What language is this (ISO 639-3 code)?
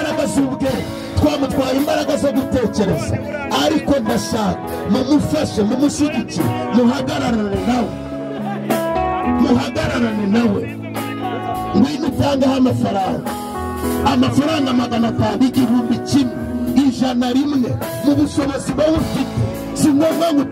kin